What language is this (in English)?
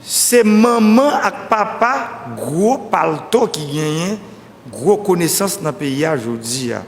Haitian Creole